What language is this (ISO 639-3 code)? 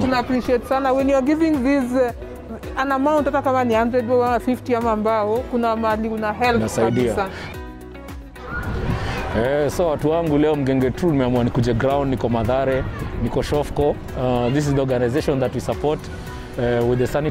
swa